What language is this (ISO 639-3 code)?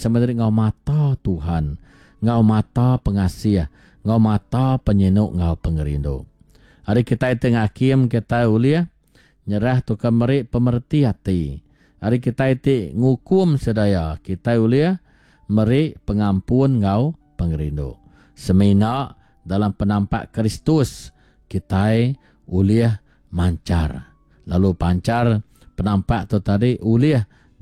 iba